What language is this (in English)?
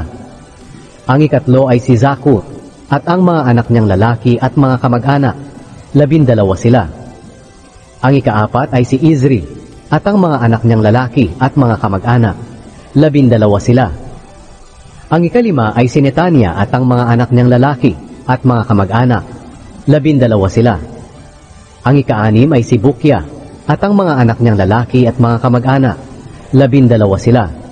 Filipino